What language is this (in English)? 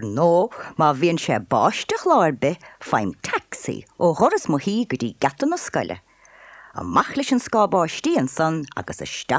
Irish